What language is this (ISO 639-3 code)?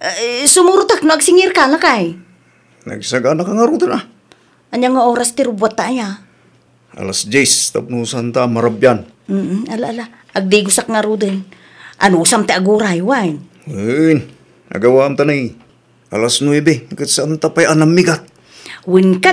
ilo